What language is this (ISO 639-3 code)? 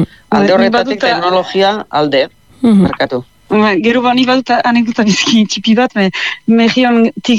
eus